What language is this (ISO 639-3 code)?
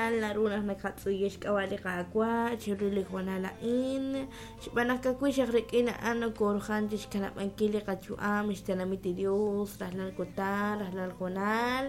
kek